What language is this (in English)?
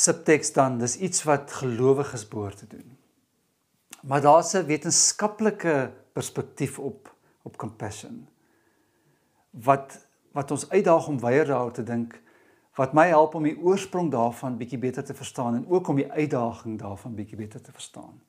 Afrikaans